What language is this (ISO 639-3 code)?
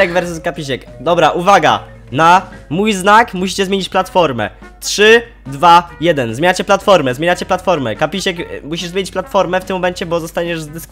pol